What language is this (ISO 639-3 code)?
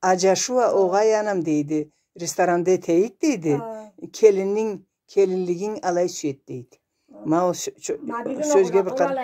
krc